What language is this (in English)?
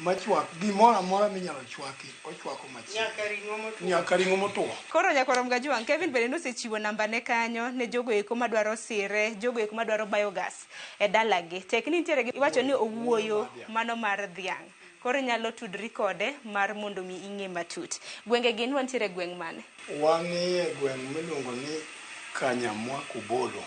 Luo (Kenya and Tanzania)